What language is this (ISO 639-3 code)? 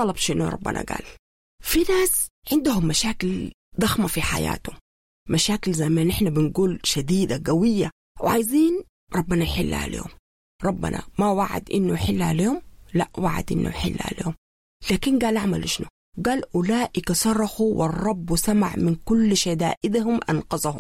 apd